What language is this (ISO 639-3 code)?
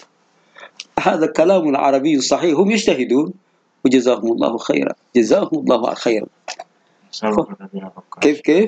ara